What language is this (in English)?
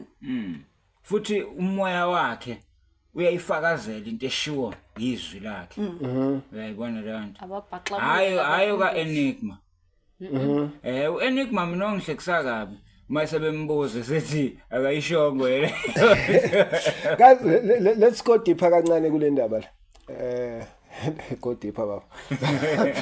Zulu